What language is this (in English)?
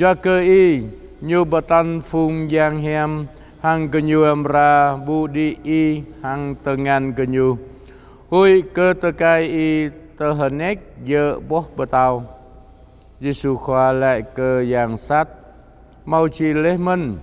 Jarai